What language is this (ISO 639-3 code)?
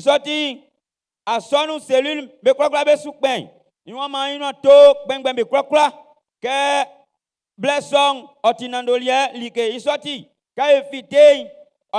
bci